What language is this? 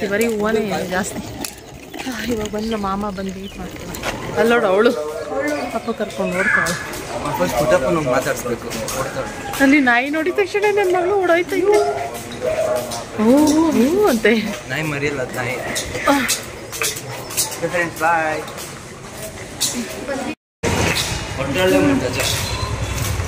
Kannada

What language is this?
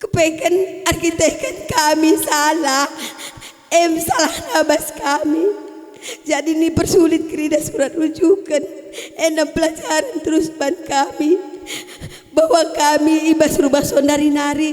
Batak Karo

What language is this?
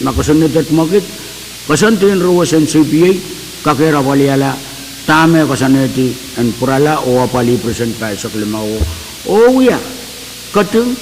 Pohnpeian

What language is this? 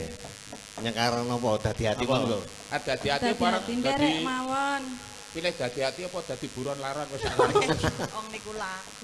Javanese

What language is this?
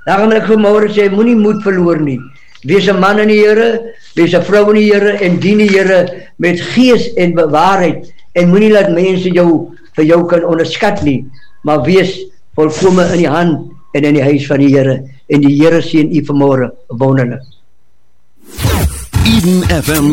Afrikaans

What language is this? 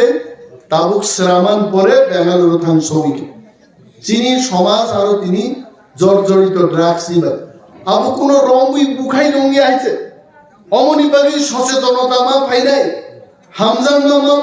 Kok Borok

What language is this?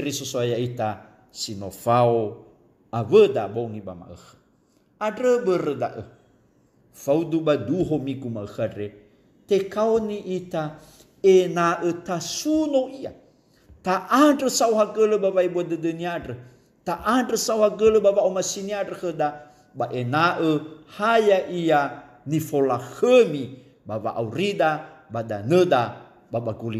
Nias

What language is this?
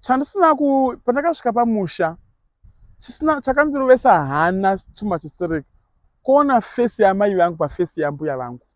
Shona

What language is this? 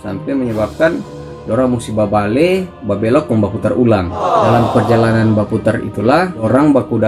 Manado Malay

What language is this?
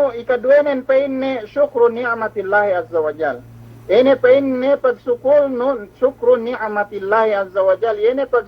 Yakan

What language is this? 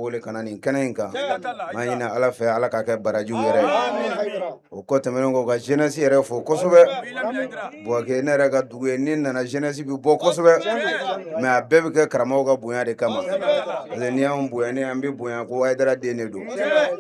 Bambara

